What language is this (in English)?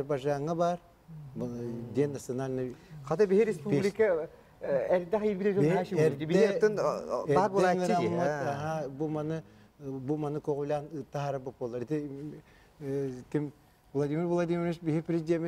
Yakut